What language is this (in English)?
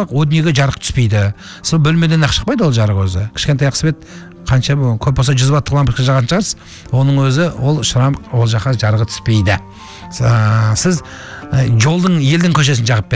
Kazakh